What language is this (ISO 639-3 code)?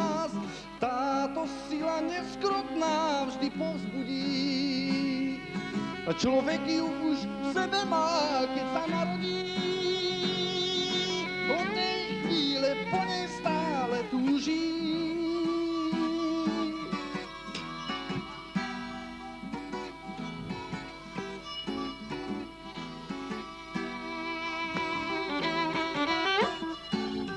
slk